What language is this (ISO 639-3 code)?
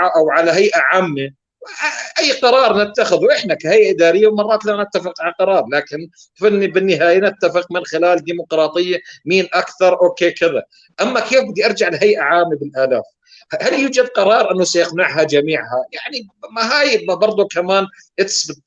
apc